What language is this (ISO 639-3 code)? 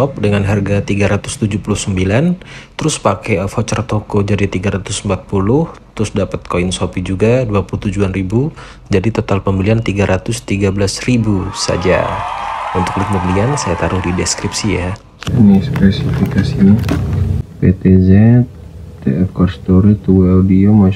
ind